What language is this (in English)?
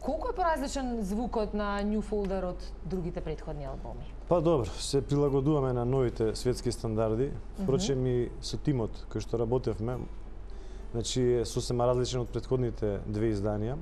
Macedonian